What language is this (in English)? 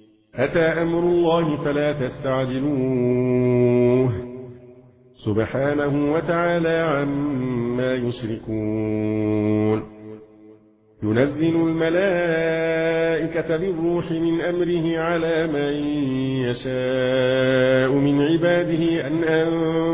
Arabic